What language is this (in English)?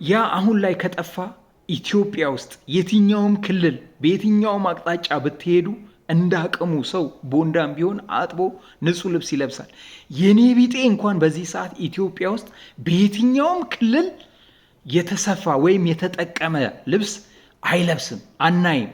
Amharic